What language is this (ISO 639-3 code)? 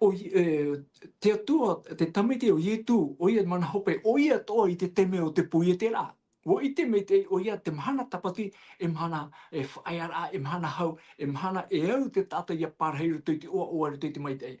tah